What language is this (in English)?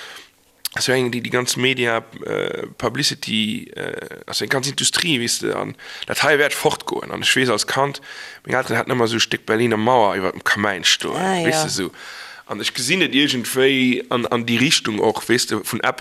Luxembourgish